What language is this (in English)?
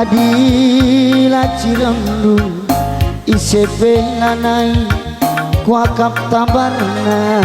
Batak Karo